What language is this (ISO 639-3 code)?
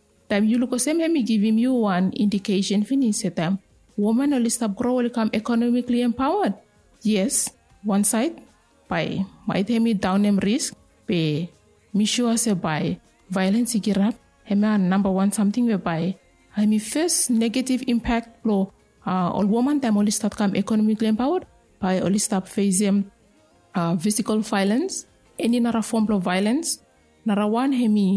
bis